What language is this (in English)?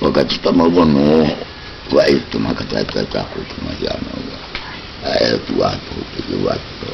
South Marquesan